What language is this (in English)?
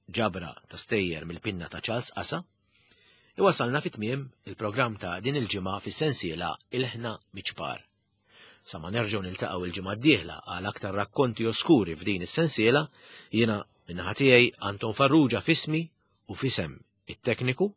Maltese